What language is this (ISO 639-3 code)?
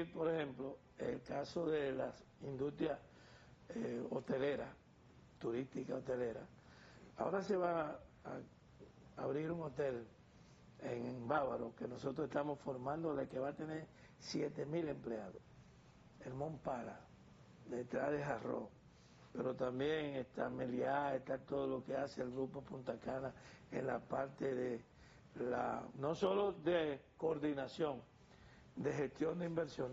spa